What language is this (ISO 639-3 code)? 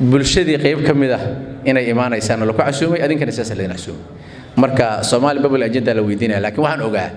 som